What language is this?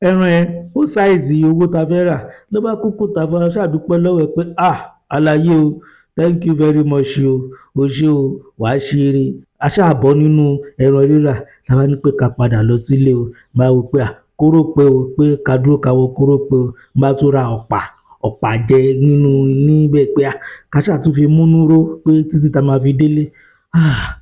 Yoruba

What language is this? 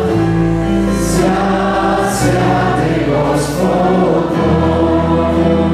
Bulgarian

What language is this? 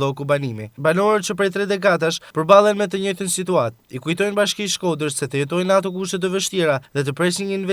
Albanian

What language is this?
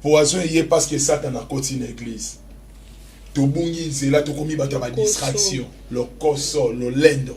Lingala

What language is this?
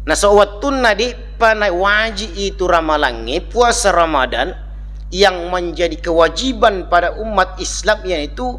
Buginese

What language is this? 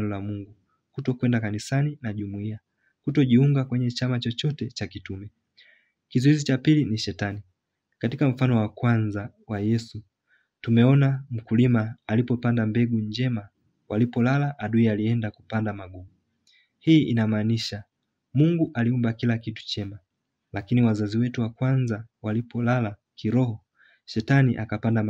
Swahili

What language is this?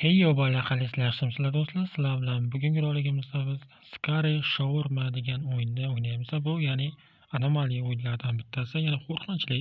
Uzbek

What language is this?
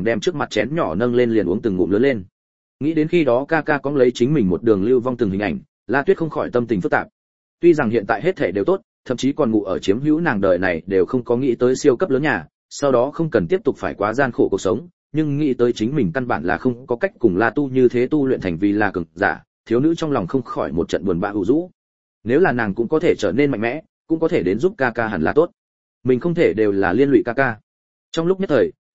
Vietnamese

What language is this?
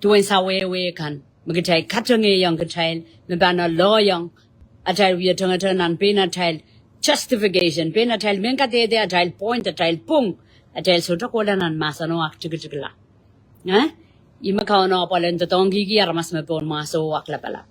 Pohnpeian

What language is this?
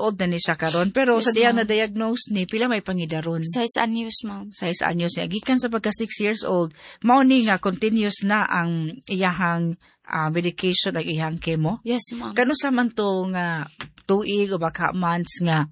Cebuano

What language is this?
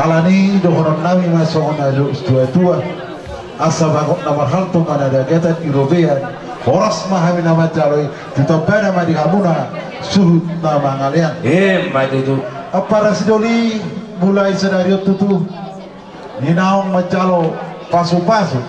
Batak Toba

